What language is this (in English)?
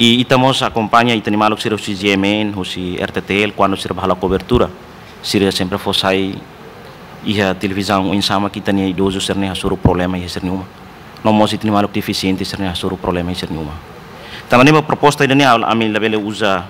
Tetum